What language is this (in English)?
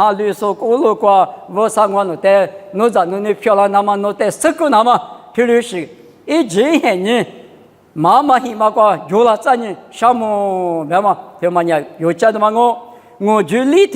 Lisu